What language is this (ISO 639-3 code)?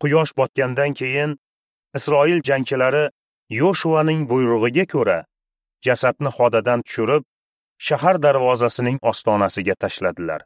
uzb